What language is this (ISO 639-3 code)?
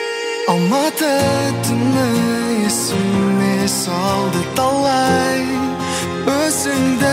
kaz